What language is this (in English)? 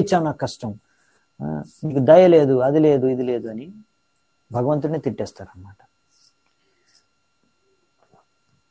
Telugu